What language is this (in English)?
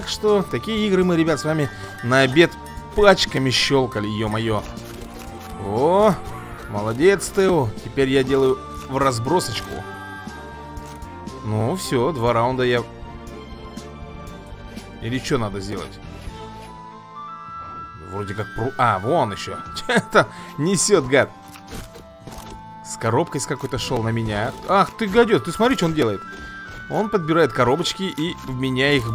Russian